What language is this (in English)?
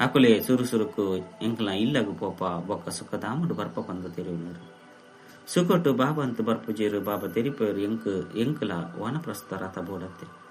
Tulu